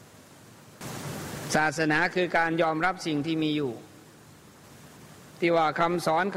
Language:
Thai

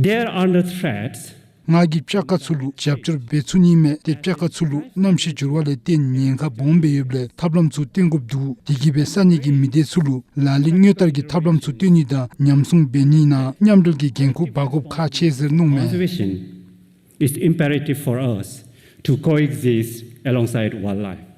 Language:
Dzongkha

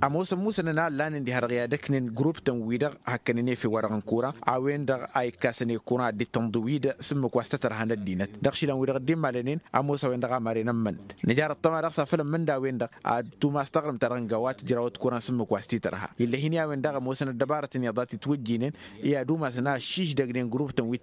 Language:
Tamasheq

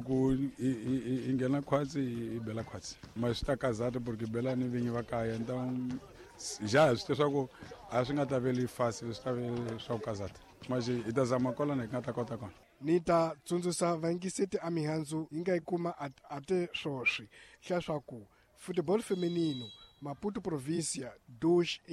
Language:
Tsonga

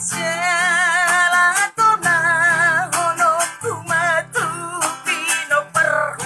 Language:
Batak Toba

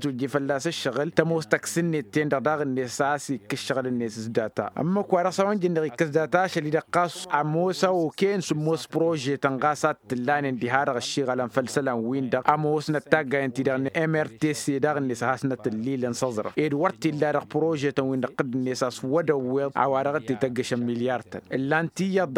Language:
Tamasheq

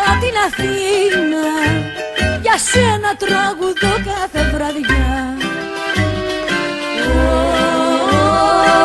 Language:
Greek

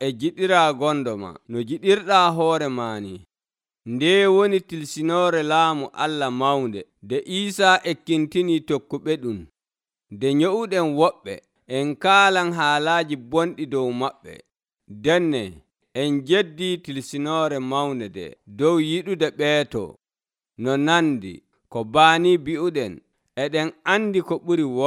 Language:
Nigerian Fulfulde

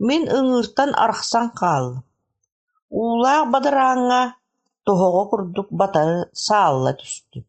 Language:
Yakut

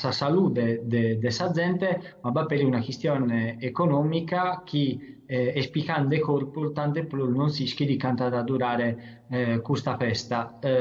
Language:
Sardinian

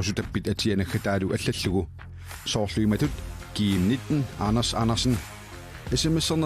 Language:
Kalaallisut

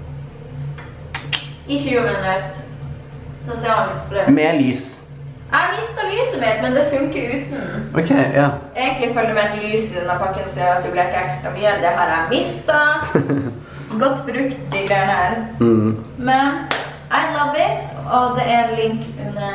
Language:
Norwegian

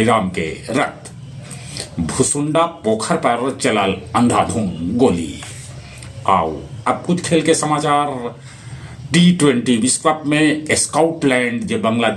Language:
Magahi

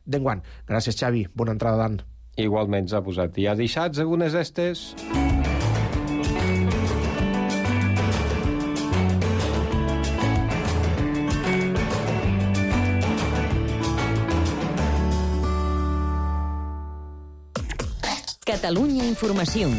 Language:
Catalan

